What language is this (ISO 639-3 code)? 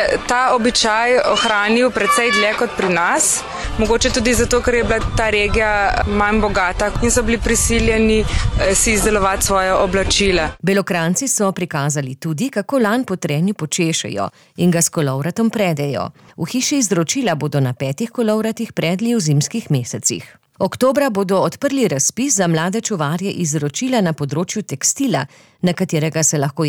slv